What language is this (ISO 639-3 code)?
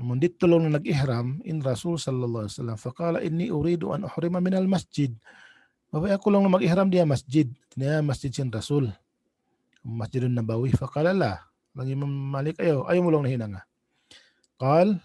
tsg